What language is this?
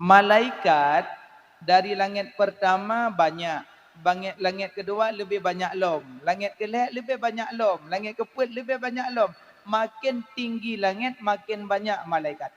Achinese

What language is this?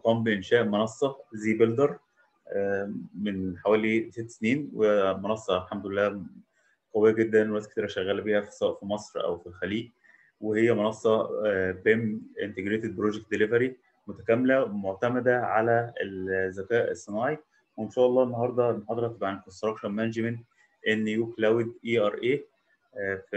Egyptian Arabic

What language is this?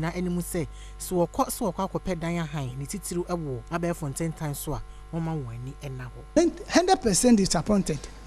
Akan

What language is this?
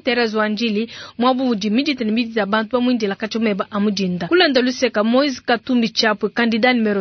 Luba-Lulua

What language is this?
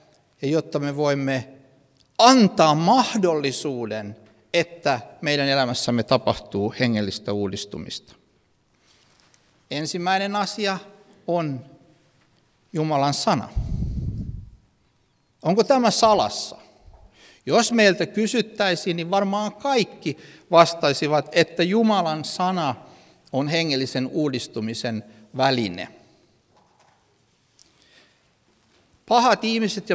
Finnish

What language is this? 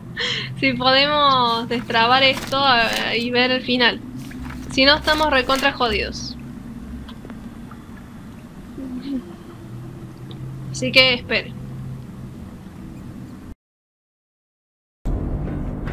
Spanish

